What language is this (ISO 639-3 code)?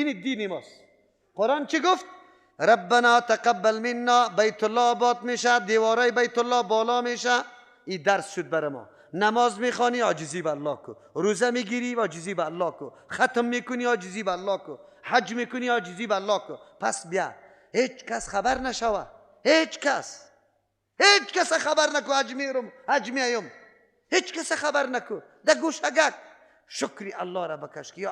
fas